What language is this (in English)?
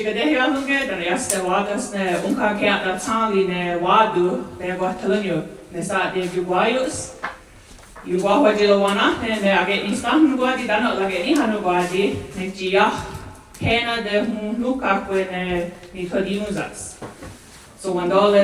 Mohawk